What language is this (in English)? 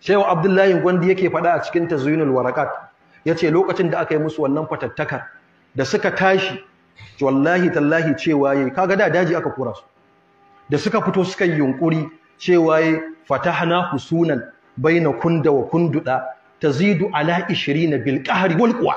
Hausa